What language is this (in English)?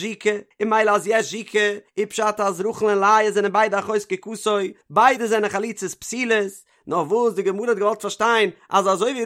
Yiddish